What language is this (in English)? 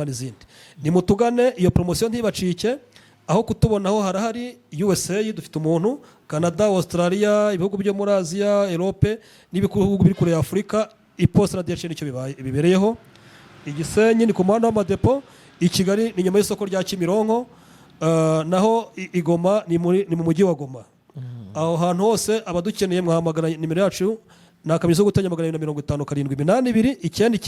Kinyarwanda